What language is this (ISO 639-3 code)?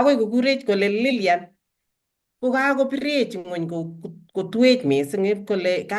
kln